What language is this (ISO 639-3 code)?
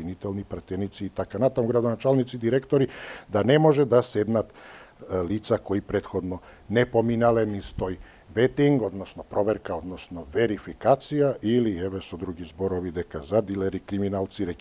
mkd